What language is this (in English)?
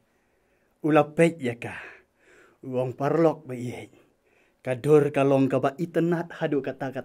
Khasi